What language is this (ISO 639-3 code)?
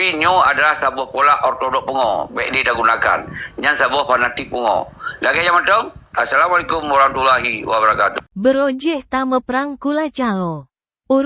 ace